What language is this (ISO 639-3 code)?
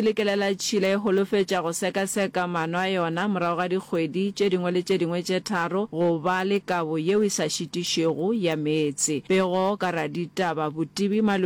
nso